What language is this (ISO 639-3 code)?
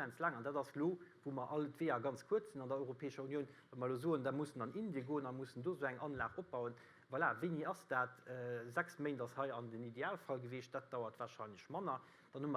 ltz